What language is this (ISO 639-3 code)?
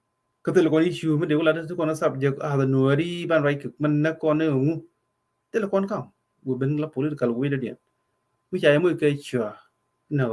nus